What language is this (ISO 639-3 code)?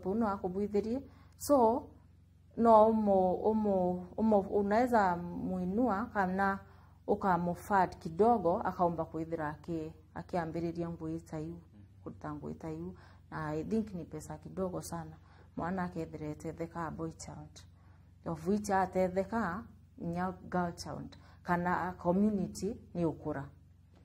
mer